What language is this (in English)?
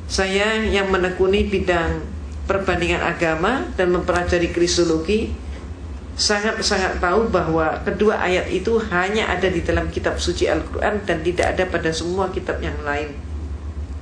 Indonesian